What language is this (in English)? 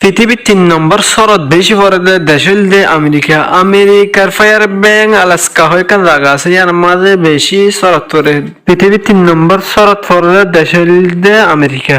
Rohingya